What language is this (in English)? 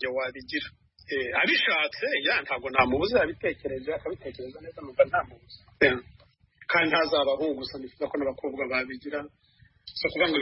Kinyarwanda